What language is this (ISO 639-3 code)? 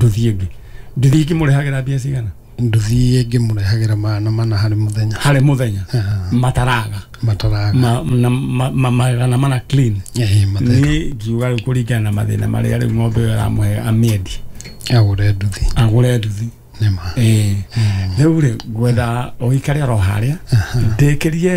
kik